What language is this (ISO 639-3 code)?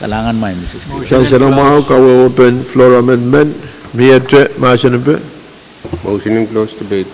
pon